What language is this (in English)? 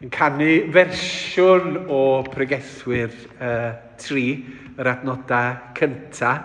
Welsh